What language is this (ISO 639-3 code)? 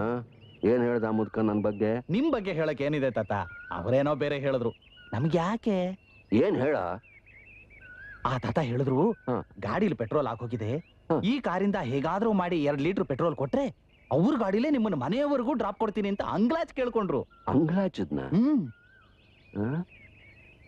kan